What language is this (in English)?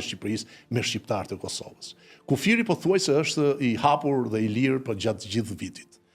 Albanian